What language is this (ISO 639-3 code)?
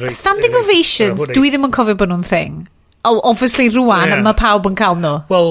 cym